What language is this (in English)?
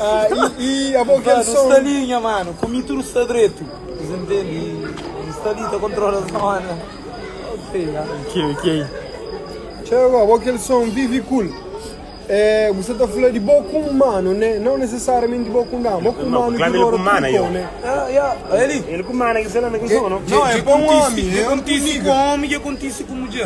Kabuverdianu